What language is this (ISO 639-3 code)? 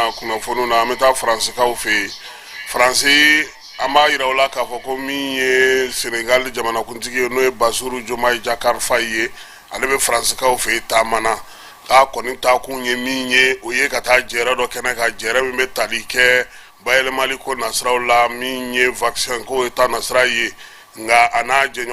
bam